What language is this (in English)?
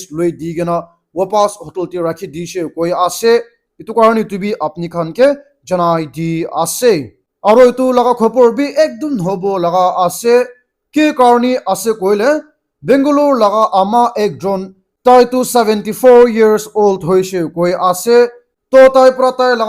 Naga Pidgin